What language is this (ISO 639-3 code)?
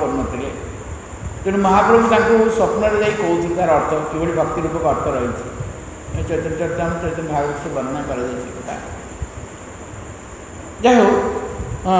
ori